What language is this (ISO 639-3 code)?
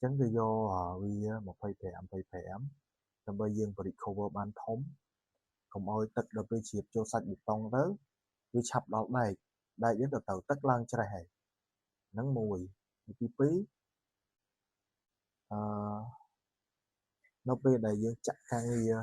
khm